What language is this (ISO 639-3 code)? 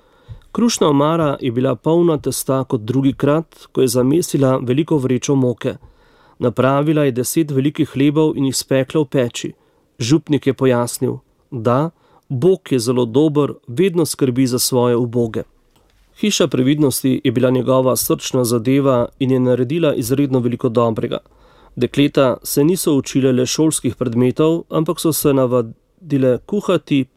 slv